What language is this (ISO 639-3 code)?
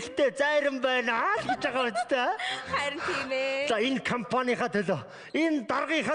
mon